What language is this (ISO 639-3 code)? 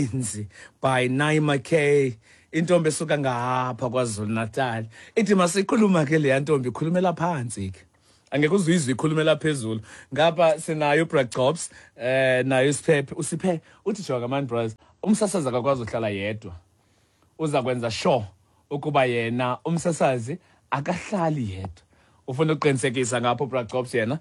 xho